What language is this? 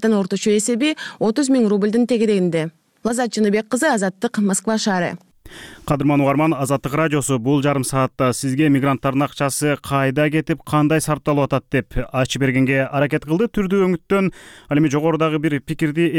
Kyrgyz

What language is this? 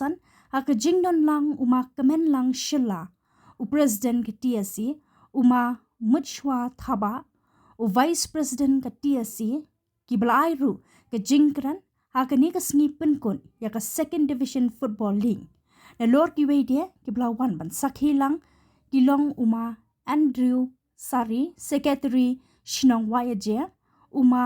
Khasi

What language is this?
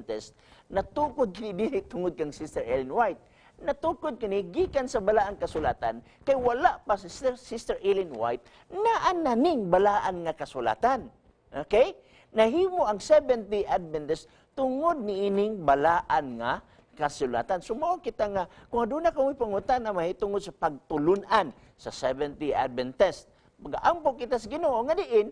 Cebuano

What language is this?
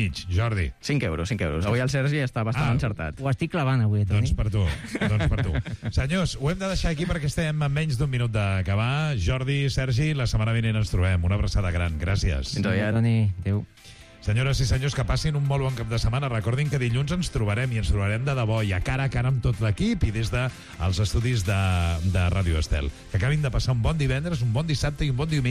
Catalan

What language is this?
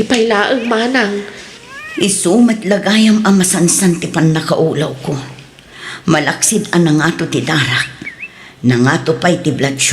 Iloko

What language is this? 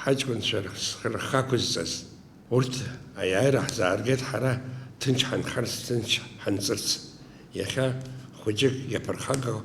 Abkhazian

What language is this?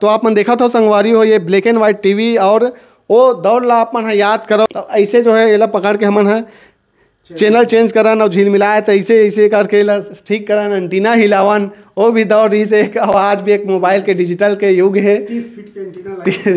Chhattisgarhi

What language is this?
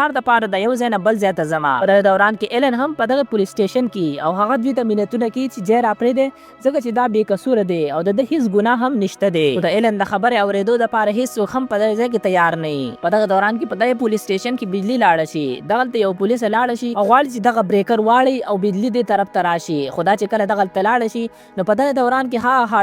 Pashto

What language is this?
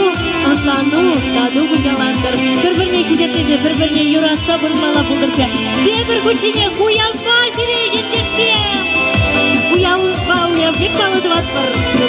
Chuvash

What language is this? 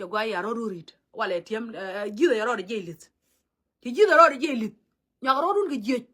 Nuer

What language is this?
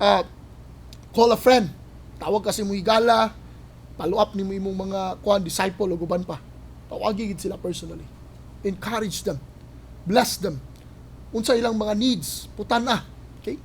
Cebuano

